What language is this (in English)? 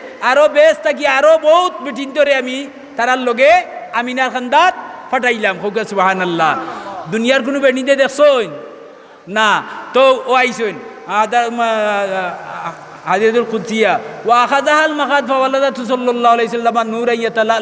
Sylheti